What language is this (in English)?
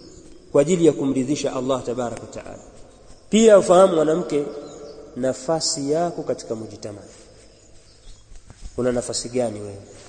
Swahili